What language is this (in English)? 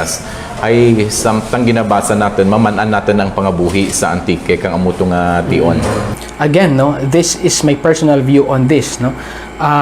Kinaray-a